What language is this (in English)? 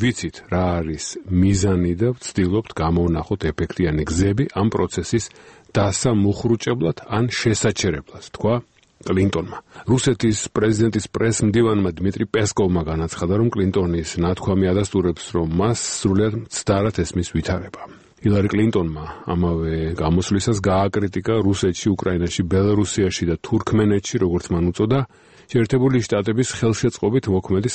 Georgian